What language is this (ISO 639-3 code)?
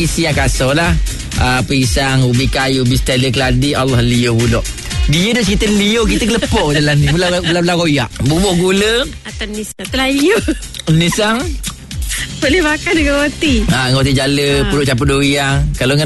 msa